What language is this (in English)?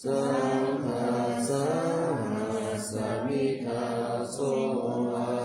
Pali